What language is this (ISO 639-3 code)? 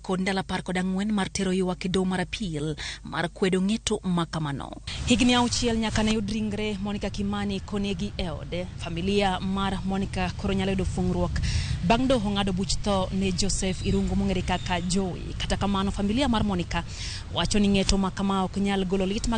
luo